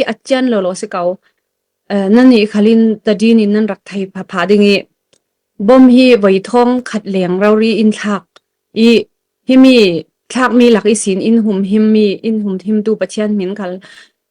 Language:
Falam Chin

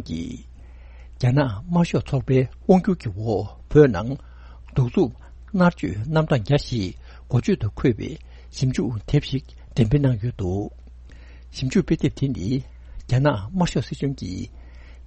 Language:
Tibetan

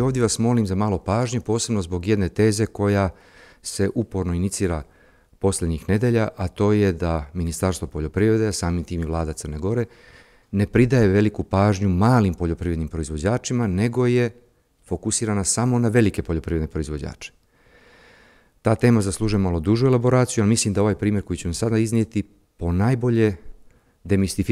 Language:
Serbian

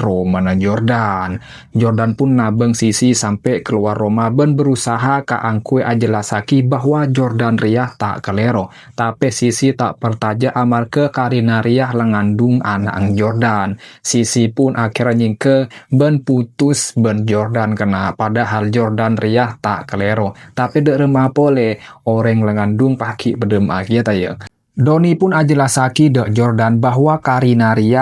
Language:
Madurese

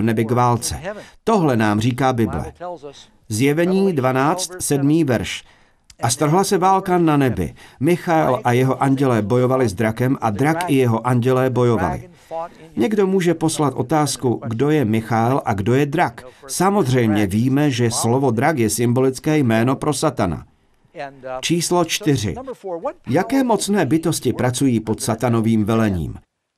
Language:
Czech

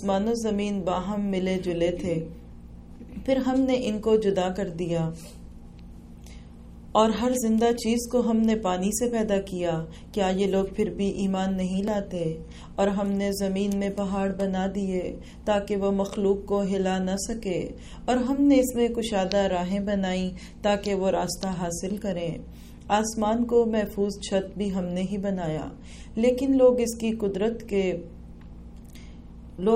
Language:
Urdu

